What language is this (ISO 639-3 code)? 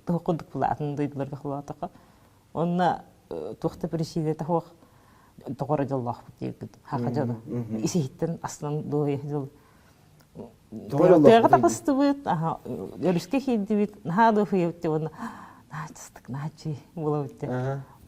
sah